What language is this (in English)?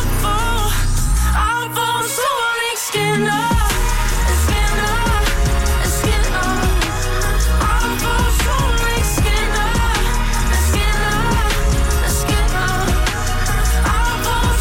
Danish